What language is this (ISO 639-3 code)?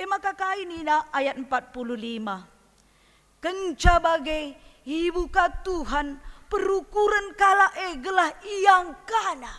btx